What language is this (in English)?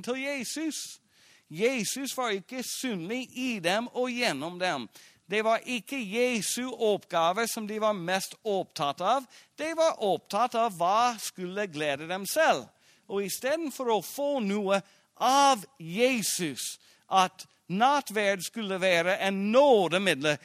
Norwegian